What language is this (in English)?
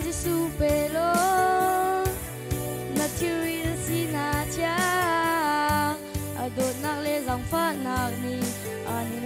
Hakha Chin